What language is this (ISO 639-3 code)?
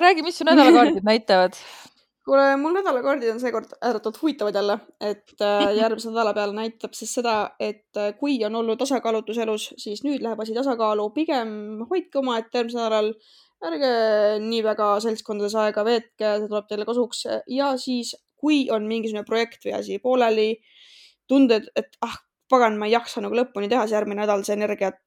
est